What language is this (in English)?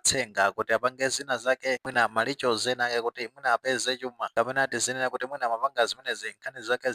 Nyanja